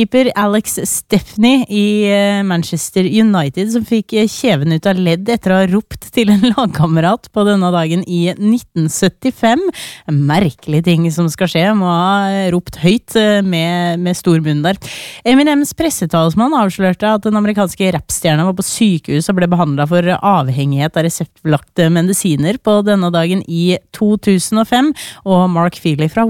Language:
Norwegian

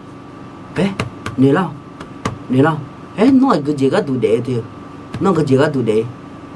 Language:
Akha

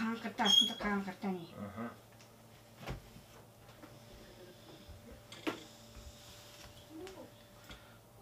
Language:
Kazakh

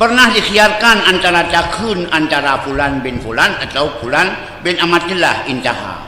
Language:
Achinese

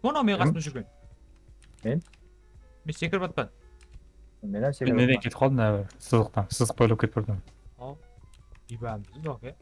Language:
Kara-Kalpak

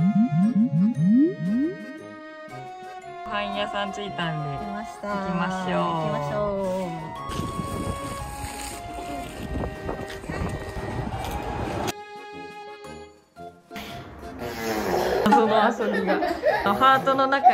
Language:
Japanese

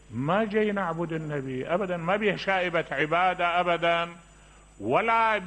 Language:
Mesopotamian Arabic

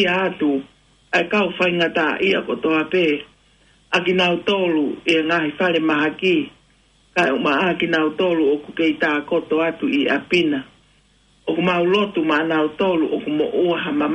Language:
Tongan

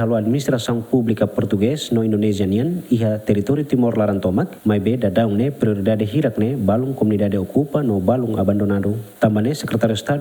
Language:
Tetum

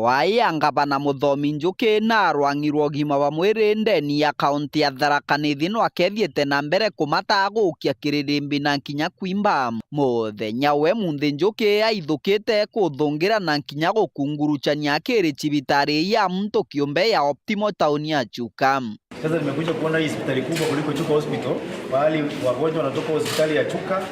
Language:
Meru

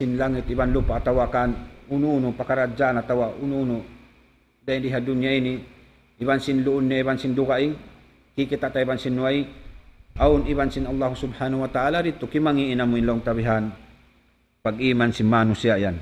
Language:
Tausug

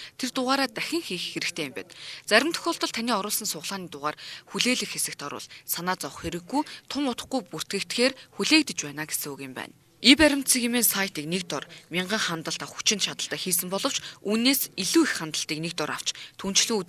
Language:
Mongolian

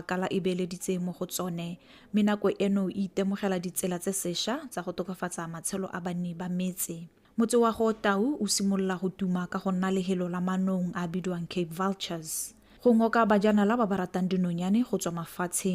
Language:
Tswana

